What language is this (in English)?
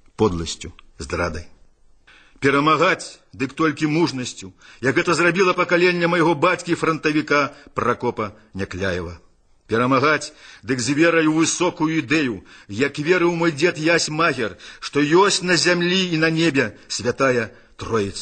Belarusian